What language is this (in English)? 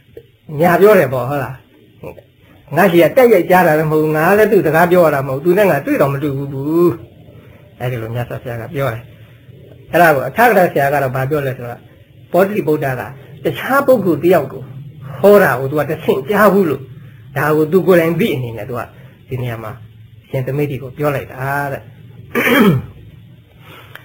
Burmese